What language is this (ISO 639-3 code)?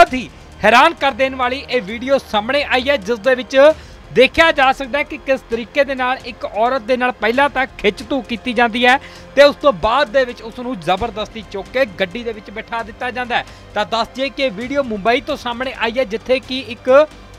pan